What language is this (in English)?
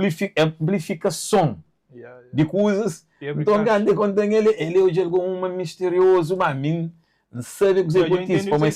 Kabuverdianu